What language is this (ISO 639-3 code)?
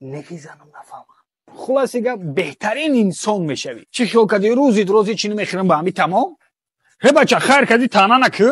tgk